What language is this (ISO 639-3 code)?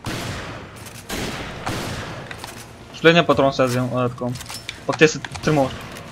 bul